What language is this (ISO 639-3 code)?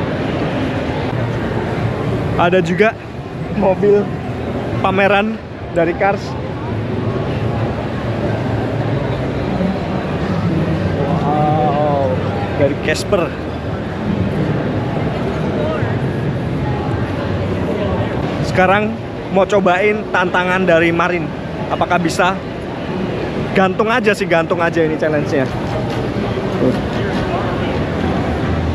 ind